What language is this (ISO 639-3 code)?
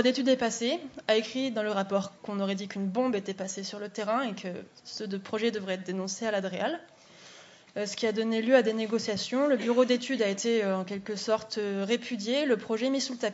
fra